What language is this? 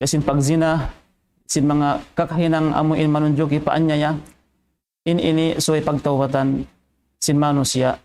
Tausug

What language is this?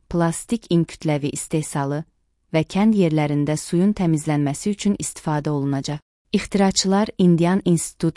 Azerbaijani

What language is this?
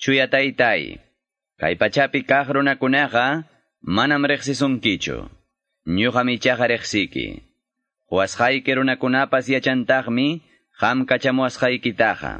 Quechua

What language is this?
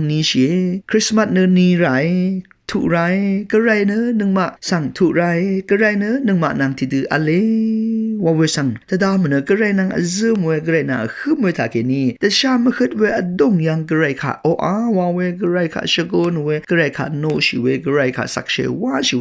Rawang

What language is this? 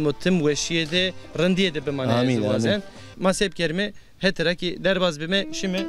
Zaza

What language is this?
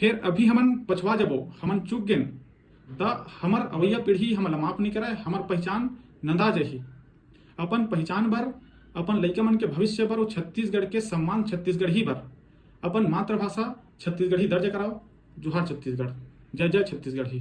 Chhattisgarhi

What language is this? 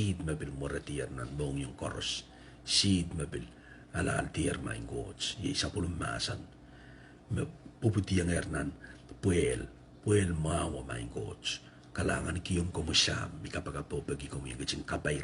Pohnpeian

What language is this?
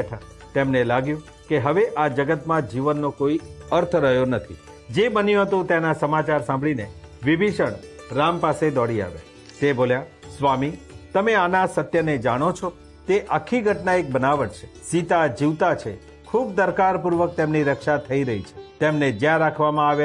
Gujarati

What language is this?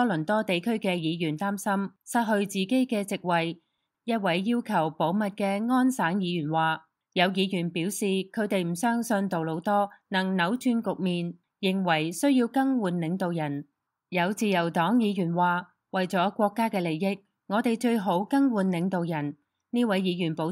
Cantonese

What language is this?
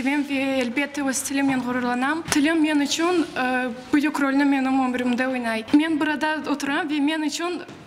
Crimean Tatar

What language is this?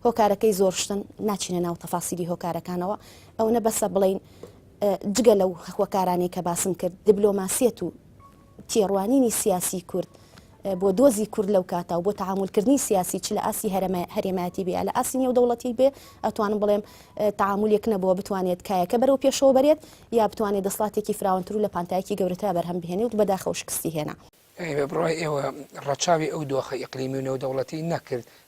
Central Kurdish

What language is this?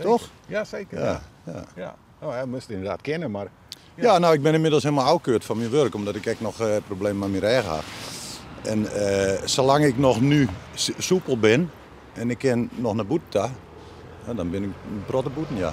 Western Frisian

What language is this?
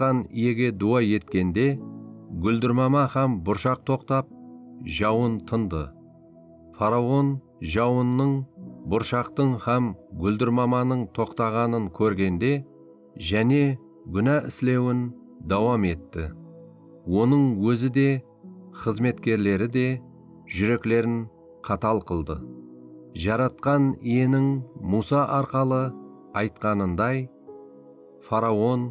Kara-Kalpak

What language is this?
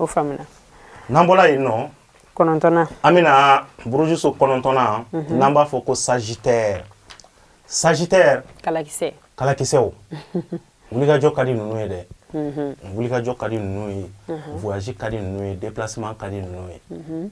Bambara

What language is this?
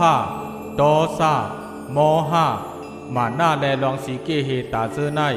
Shan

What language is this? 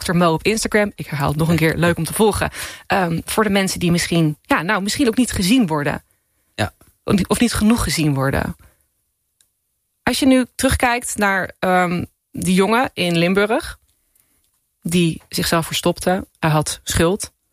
Dutch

